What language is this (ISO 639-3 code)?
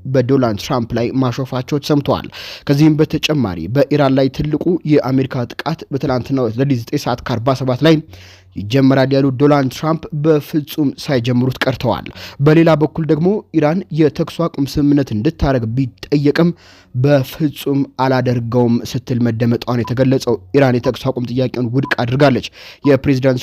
amh